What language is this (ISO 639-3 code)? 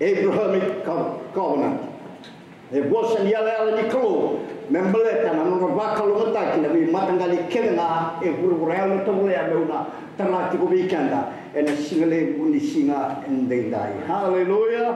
fij